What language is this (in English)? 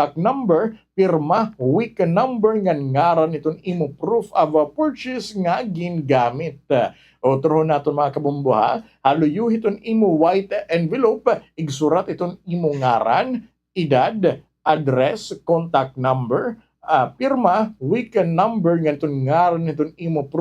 Waray